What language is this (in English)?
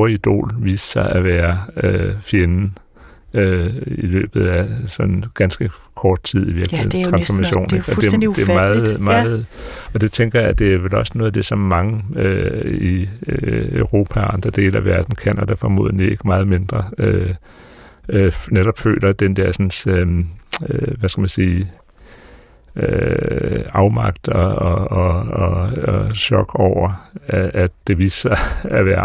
Danish